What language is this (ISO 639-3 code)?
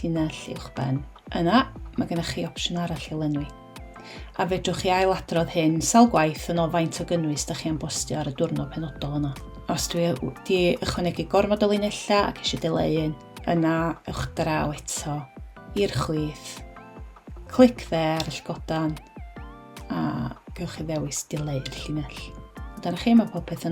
cym